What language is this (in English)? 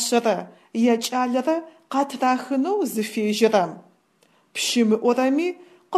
Adyghe